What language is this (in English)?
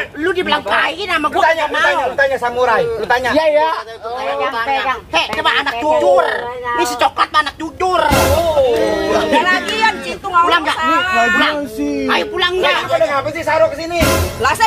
Betawi